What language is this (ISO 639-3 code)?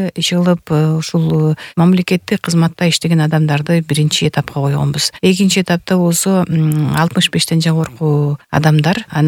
kir